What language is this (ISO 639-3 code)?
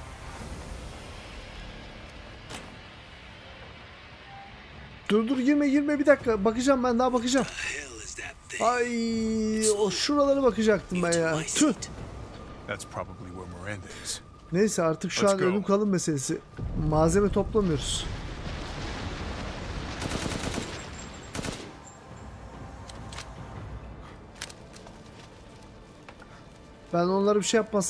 tur